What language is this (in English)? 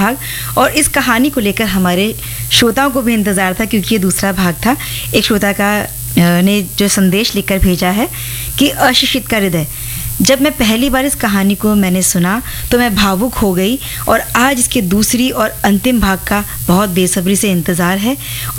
Hindi